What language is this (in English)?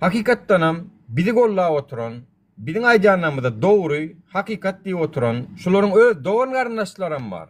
Turkmen